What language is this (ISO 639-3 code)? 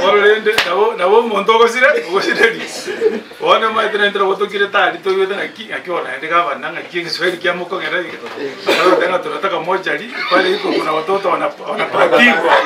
guz